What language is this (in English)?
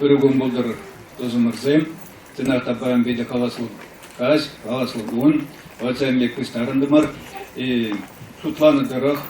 Chuvash